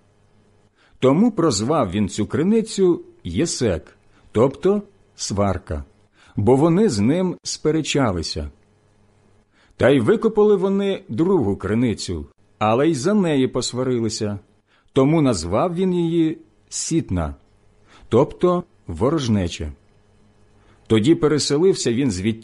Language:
Ukrainian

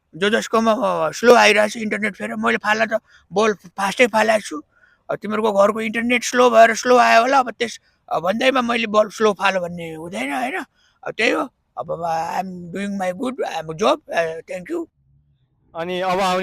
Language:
Nepali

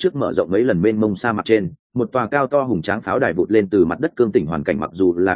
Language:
Vietnamese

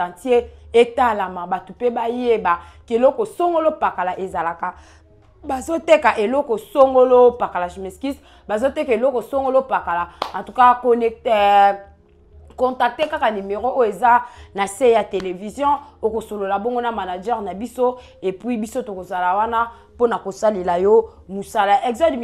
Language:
Lingala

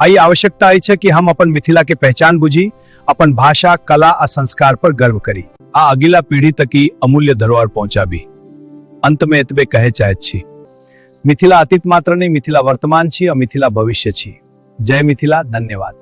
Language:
Maithili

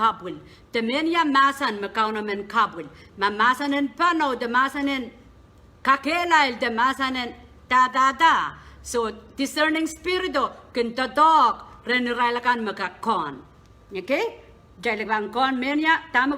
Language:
Pohnpeian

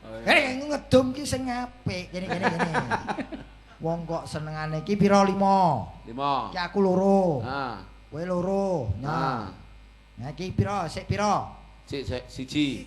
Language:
Javanese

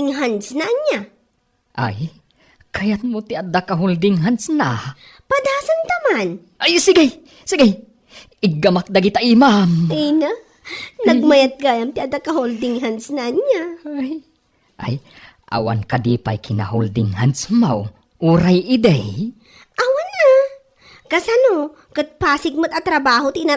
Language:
Iloko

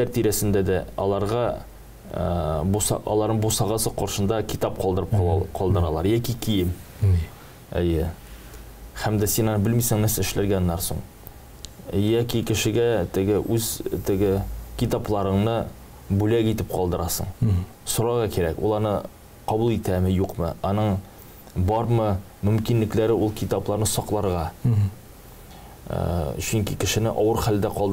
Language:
Tatar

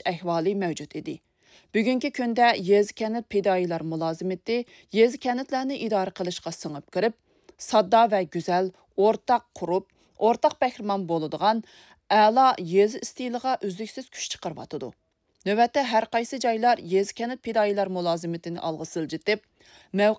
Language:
Uyghur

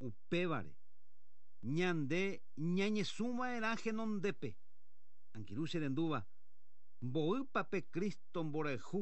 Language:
Guarani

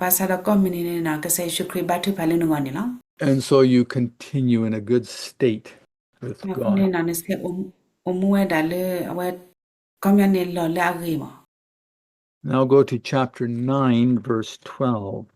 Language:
S'gaw Karen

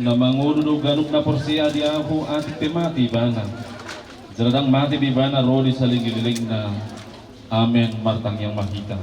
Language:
Batak Toba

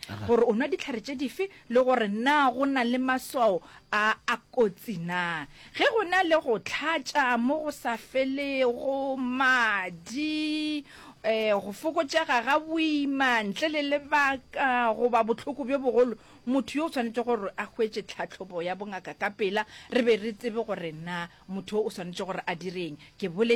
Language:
Northern Sotho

